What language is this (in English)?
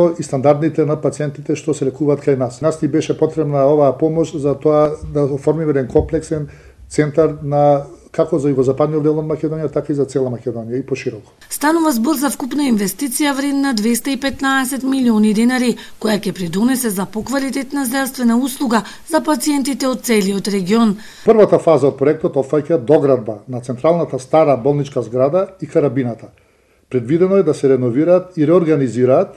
Macedonian